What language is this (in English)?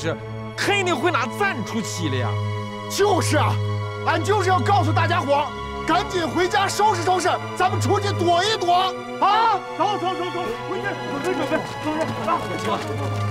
Chinese